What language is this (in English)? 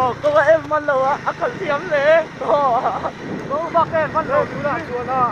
Mizo